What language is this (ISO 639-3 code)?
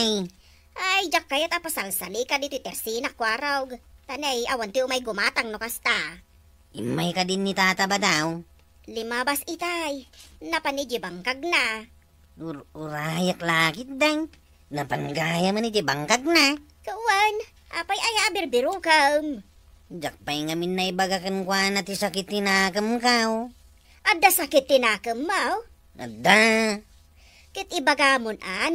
ilo